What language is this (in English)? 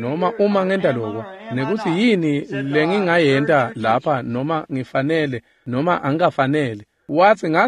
Swati